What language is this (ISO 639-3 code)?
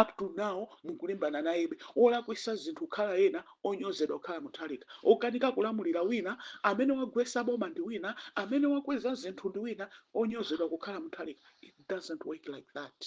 nya